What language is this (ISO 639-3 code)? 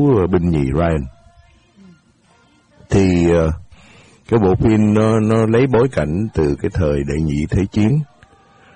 vie